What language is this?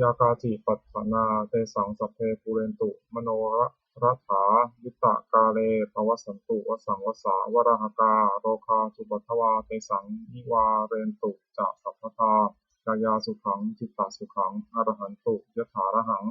Pali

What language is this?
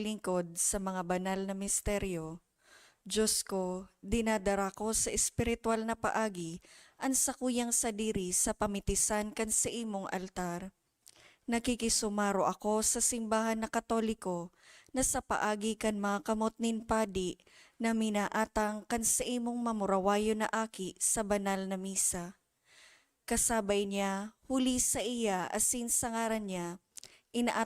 Bikol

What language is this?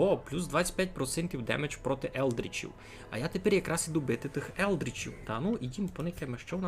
Rusyn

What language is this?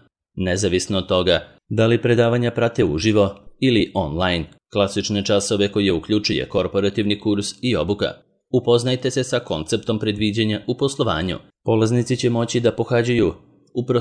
Serbian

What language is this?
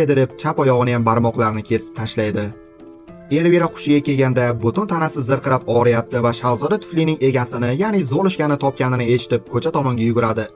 Uzbek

